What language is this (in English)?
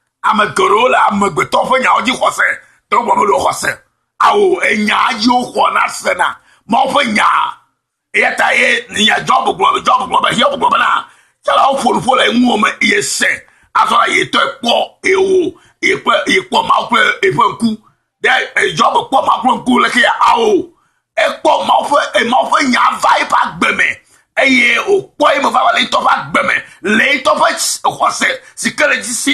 Ewe